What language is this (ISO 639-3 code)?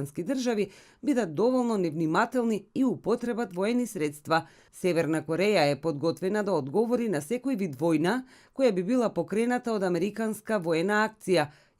mkd